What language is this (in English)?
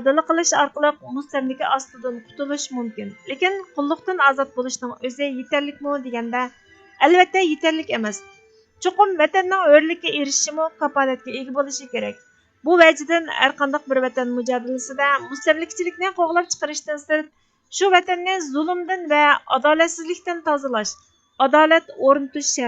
Uyghur